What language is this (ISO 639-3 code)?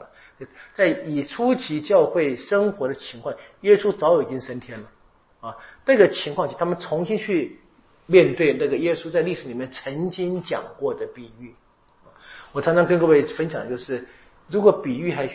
zho